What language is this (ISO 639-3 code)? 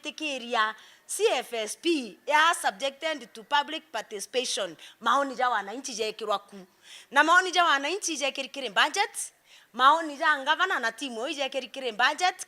mer